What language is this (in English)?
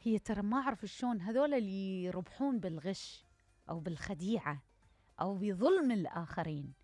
Mesopotamian Arabic